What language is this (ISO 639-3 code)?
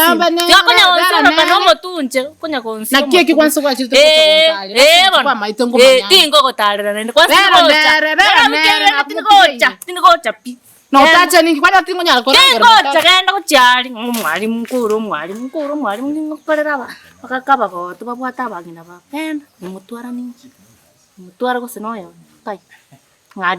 guz